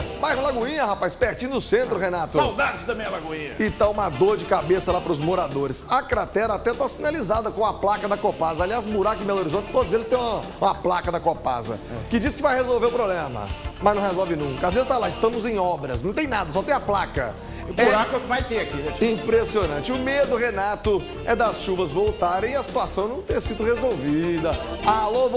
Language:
Portuguese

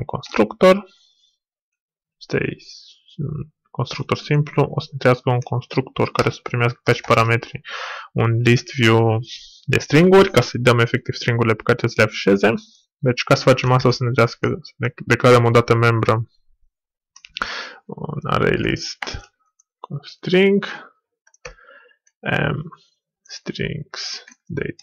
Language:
Romanian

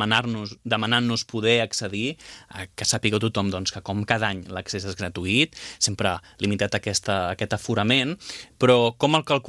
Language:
Catalan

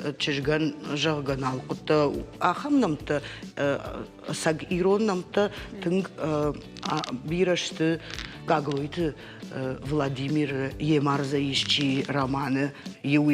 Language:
Ossetic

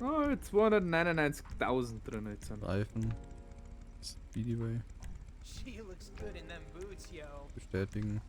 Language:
Bavarian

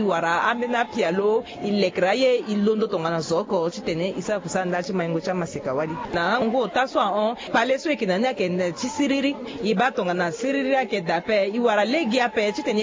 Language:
Sango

